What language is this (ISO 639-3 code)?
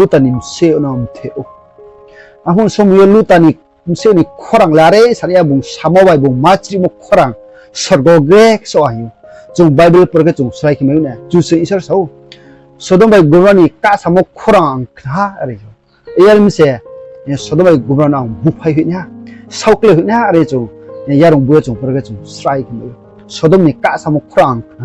ria